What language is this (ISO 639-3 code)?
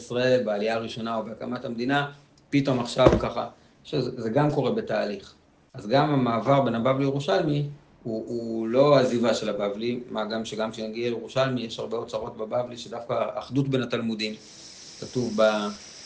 heb